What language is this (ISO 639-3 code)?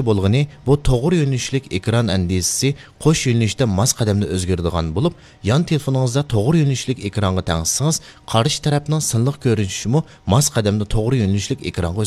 uig